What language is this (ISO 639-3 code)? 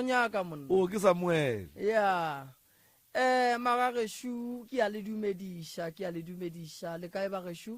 nso